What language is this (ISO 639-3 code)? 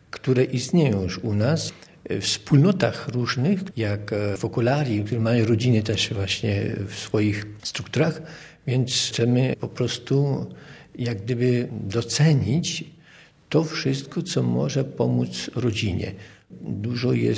pol